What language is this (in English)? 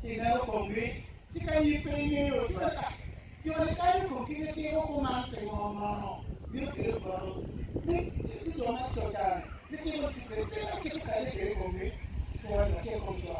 Acoli